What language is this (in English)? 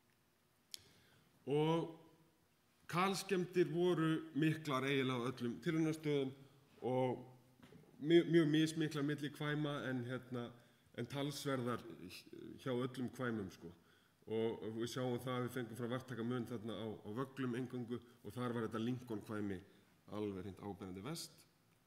Icelandic